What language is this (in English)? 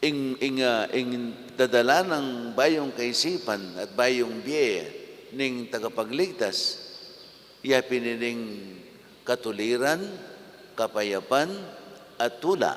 Pampanga